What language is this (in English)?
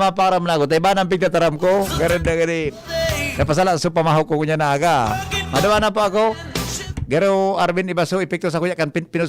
Bikol